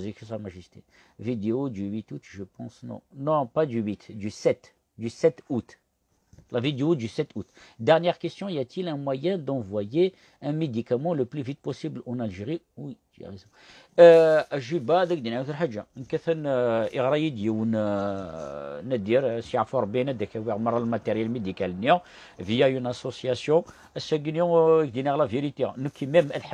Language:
Kabyle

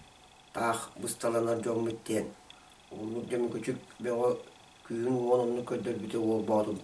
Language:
Yakut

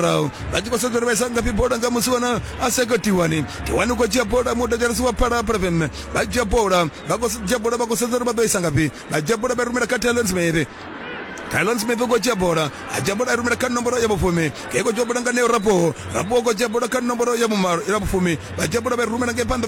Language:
Venda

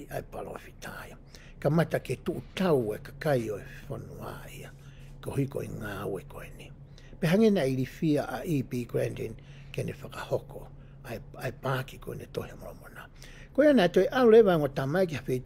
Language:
Tongan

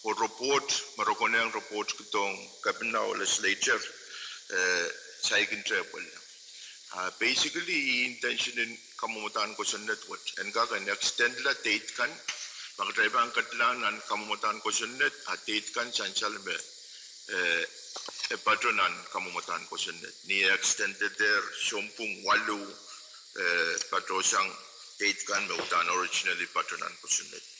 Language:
Pohnpeian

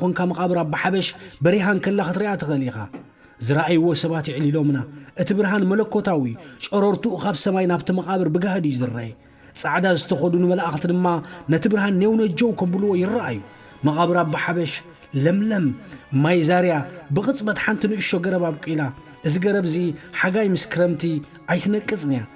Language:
Tigrinya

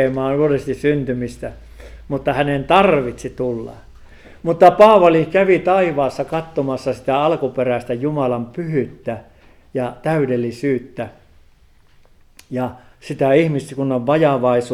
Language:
Finnish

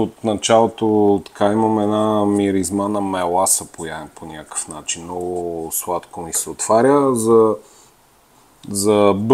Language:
Bulgarian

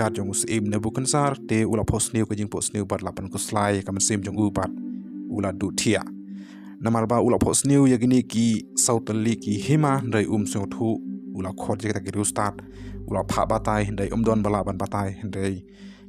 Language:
Khasi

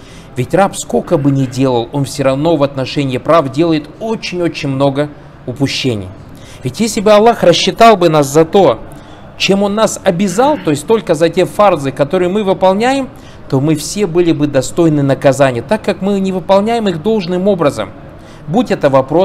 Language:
Russian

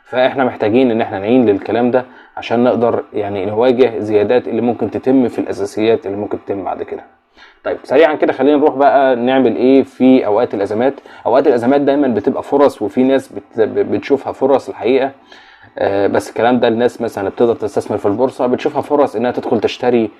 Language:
Egyptian Arabic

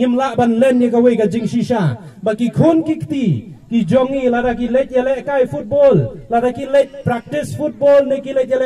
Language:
Khasi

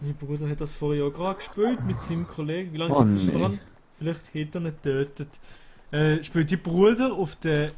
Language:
Swiss German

